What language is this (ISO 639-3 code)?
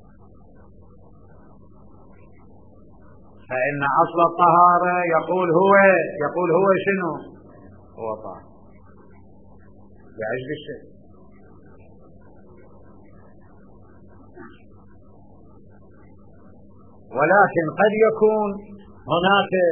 ara